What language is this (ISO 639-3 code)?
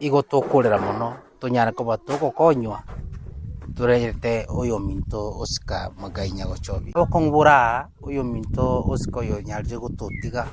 guz